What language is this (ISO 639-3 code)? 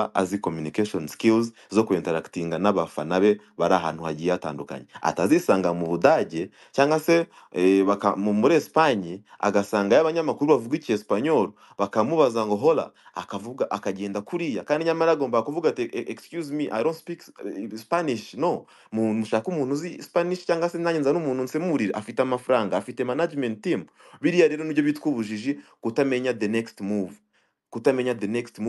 kin